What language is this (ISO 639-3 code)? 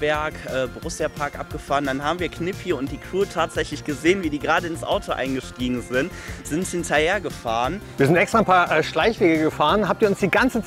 deu